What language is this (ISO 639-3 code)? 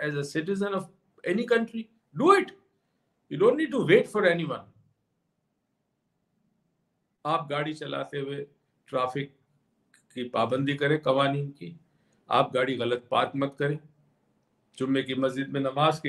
urd